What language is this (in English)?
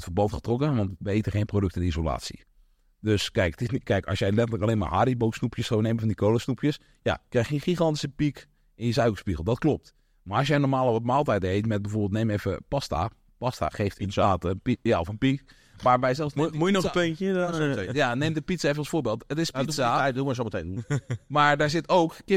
Dutch